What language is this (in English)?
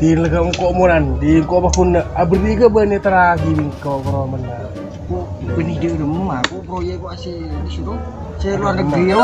Madurese